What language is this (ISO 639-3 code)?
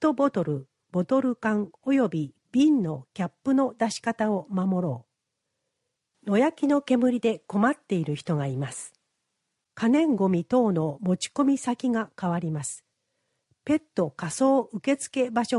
jpn